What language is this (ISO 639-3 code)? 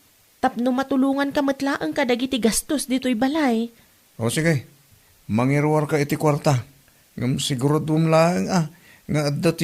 ilo